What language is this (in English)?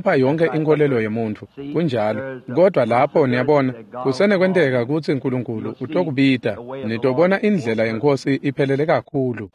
Swati